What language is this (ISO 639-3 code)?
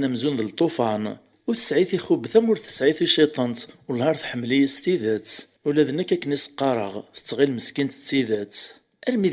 kab